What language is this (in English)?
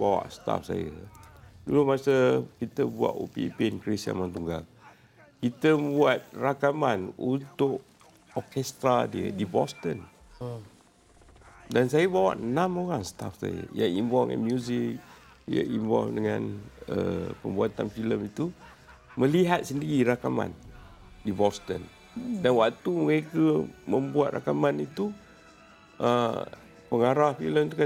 Malay